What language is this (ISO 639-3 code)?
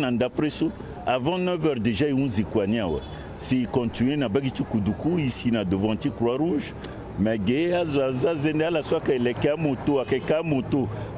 sag